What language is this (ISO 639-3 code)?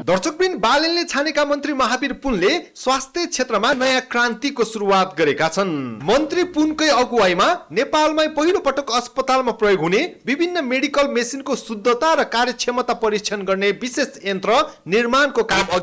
nep